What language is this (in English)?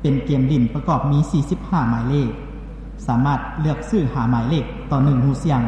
Lao